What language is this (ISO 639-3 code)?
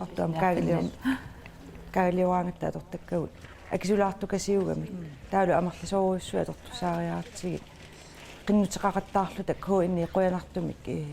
kal